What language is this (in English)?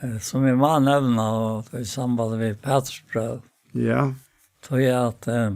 Faroese